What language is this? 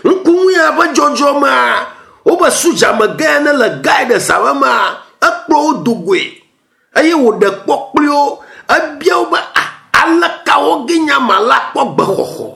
Ewe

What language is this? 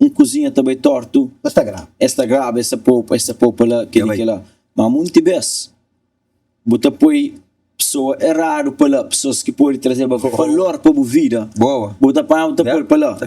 Kabuverdianu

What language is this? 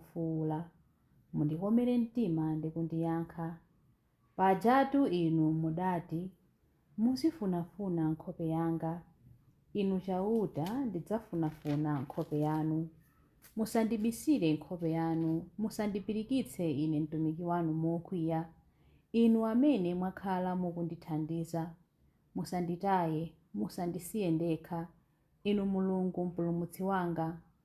Nyanja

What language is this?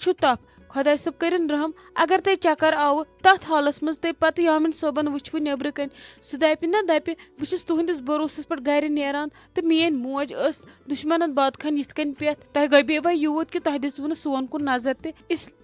Kashmiri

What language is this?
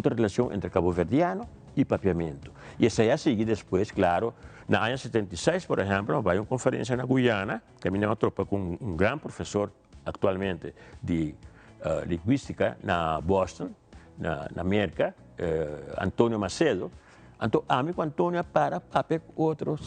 Papiamento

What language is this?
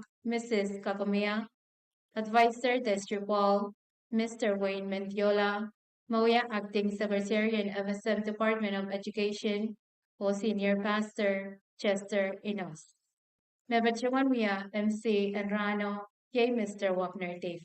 Pohnpeian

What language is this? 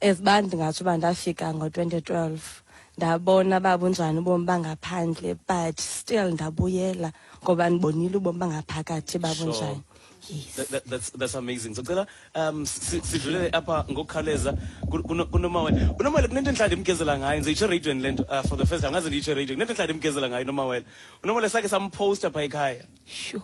Xhosa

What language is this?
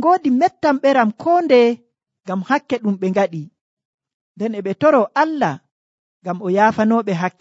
Nigerian Fulfulde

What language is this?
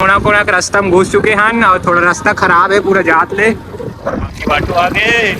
Chhattisgarhi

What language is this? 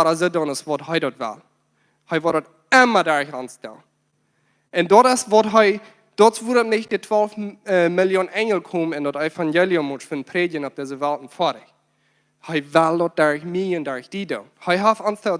Plautdietsch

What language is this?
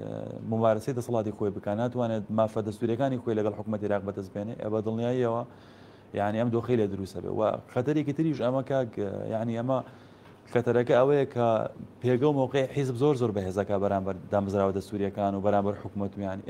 Central Kurdish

